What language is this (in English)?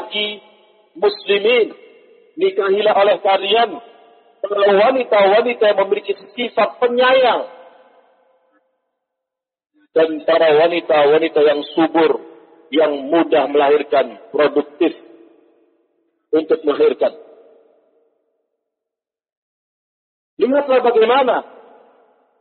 Indonesian